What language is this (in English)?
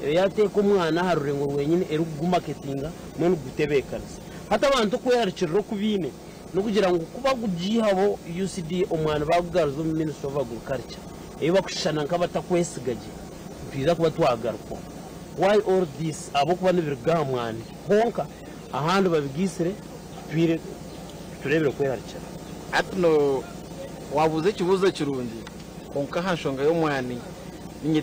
Nyankole